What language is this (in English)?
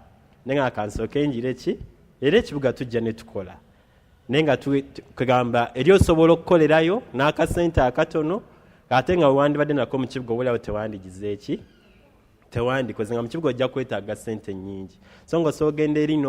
Ganda